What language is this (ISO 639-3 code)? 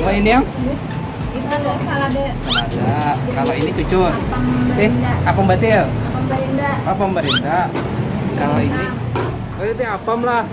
bjn